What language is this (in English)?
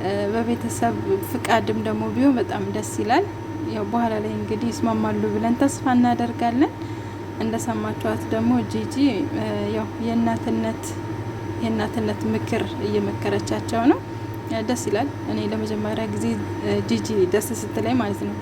Amharic